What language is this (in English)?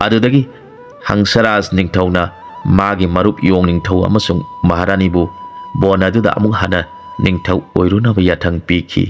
Manipuri